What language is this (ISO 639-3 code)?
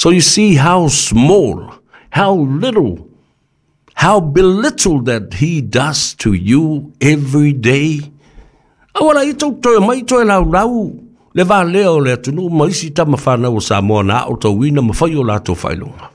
smo